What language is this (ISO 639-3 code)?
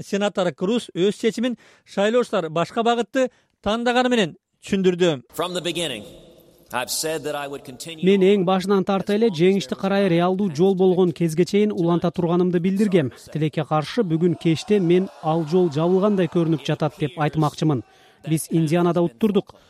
kir